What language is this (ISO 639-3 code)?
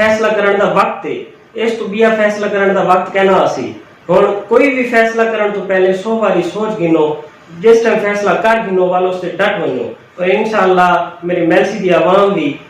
skr